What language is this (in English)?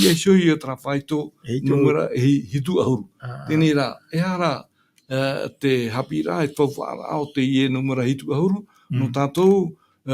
Tahitian